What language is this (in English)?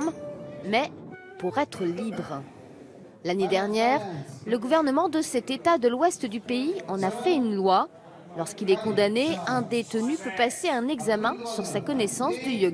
French